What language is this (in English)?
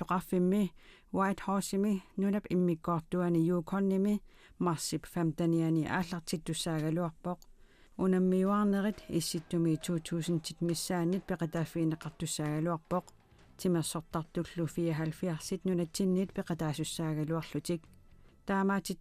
Kalaallisut